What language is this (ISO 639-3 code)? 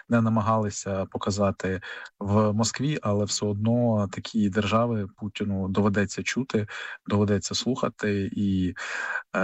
ukr